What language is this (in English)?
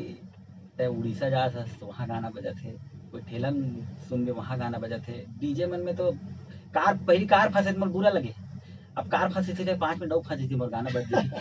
Chhattisgarhi